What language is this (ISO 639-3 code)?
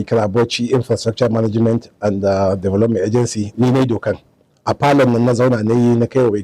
hau